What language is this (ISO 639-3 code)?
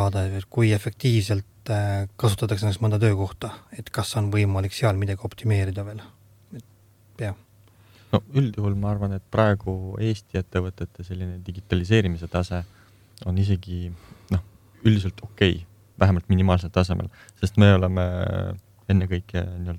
est